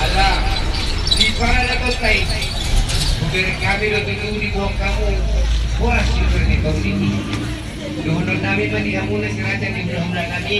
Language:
Batak Toba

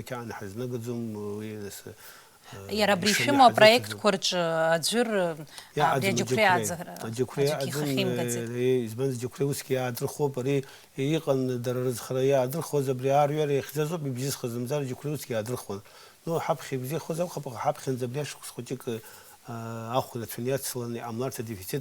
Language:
Abkhazian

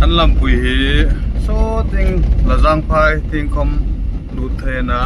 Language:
Hmar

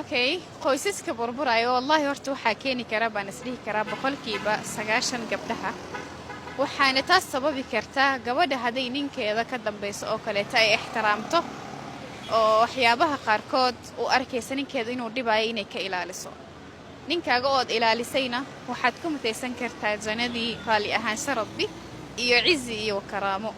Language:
Somali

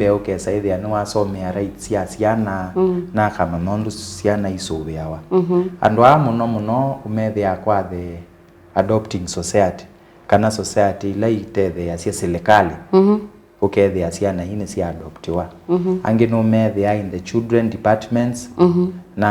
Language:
Kamba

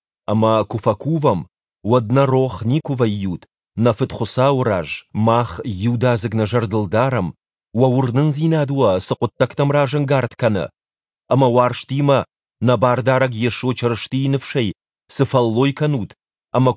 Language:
Ossetic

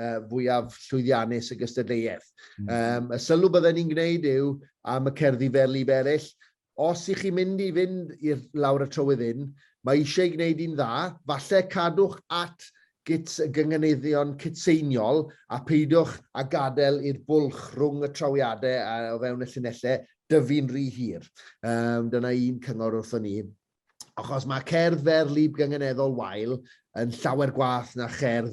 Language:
Welsh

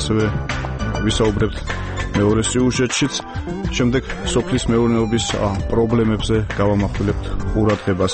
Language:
Georgian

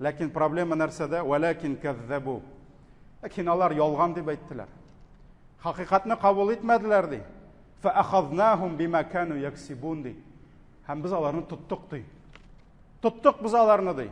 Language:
Tatar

